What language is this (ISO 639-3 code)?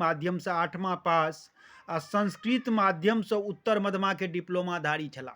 mai